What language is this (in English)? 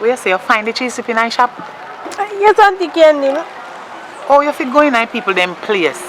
Jamaican Creole English